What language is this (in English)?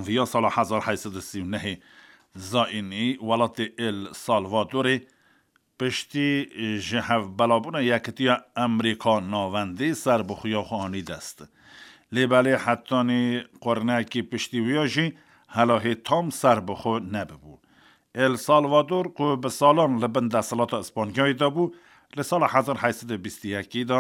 Kurdish